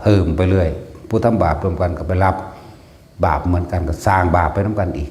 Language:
Lao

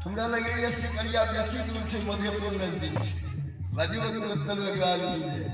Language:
Maithili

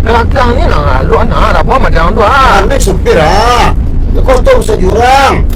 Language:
Minangkabau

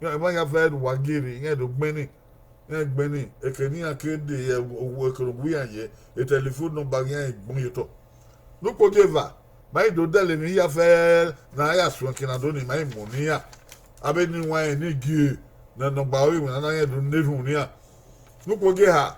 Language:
Bini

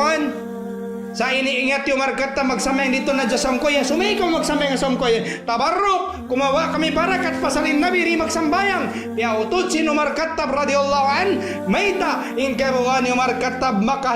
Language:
Tausug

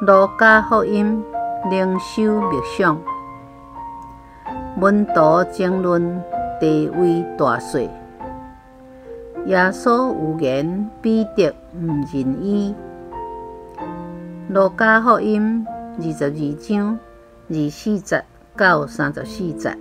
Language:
Min Nan Chinese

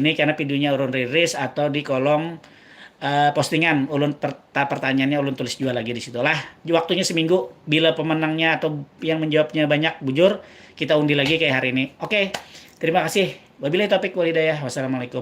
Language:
Banjar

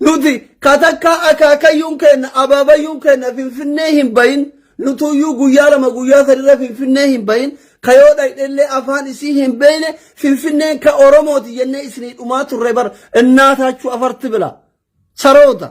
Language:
Oromo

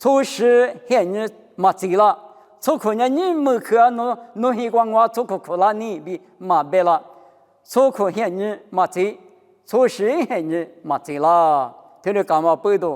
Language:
Lisu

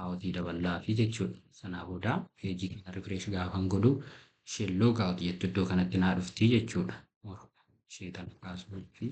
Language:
Oromo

